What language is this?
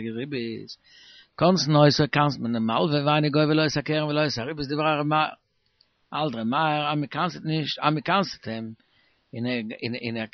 Yiddish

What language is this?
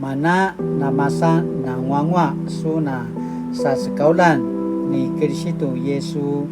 Paiwan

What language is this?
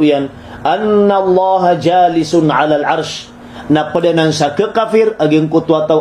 Maranao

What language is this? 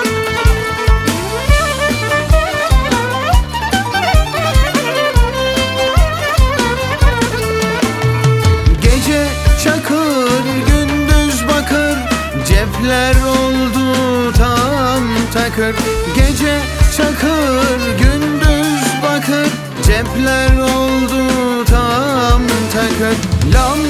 Turkish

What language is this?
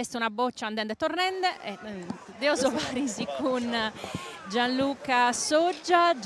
Sardinian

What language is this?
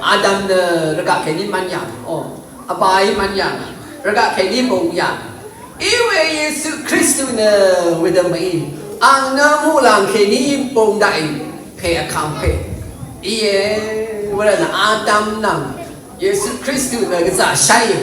Rawang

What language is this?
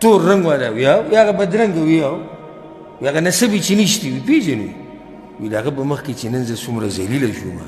Pashto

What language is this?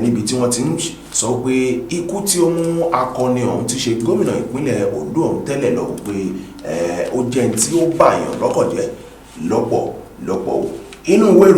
Yoruba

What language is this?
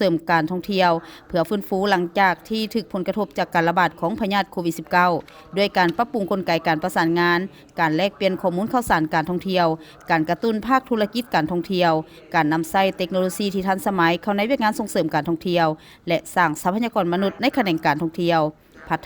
Lao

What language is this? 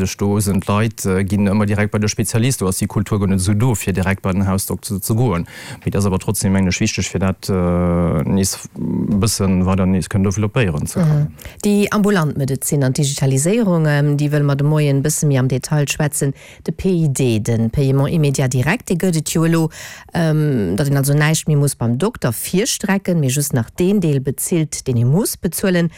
Luxembourgish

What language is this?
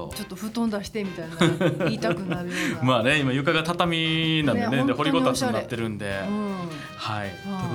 Japanese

